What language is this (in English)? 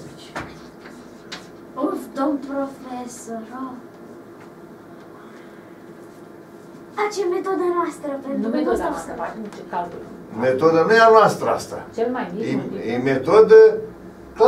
Romanian